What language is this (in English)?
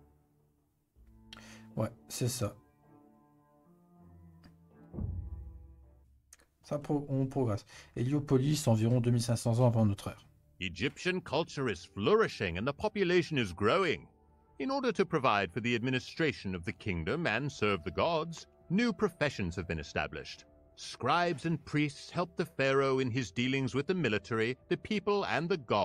French